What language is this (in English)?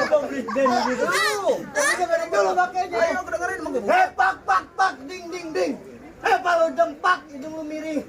Betawi